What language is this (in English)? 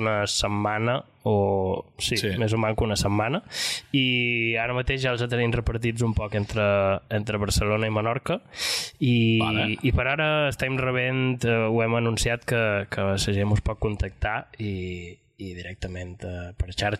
Catalan